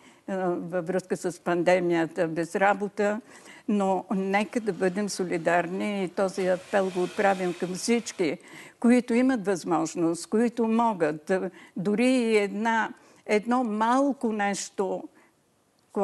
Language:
Bulgarian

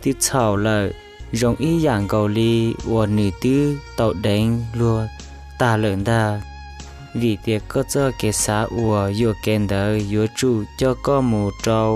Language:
Hmong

